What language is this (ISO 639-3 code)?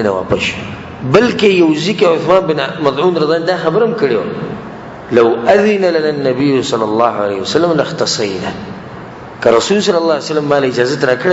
pus